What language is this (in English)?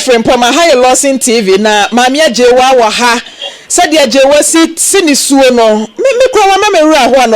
Akan